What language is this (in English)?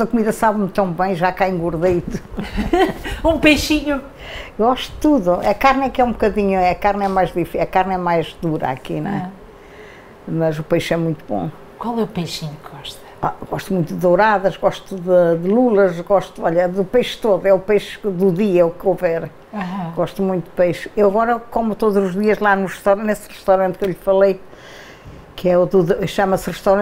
Portuguese